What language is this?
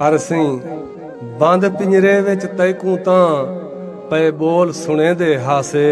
Saraiki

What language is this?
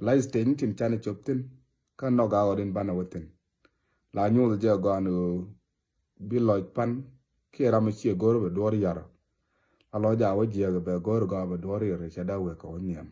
Nuer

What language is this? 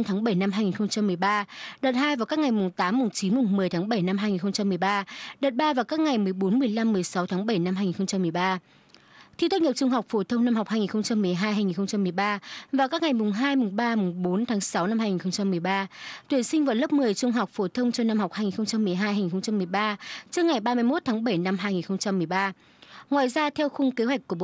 Vietnamese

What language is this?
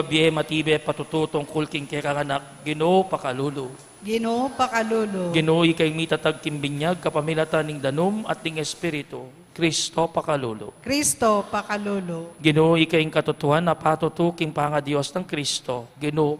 Pampanga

